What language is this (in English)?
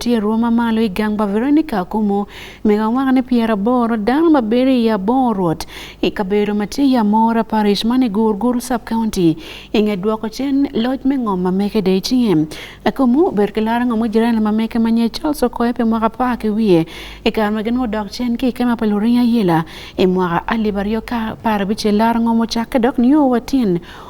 Acoli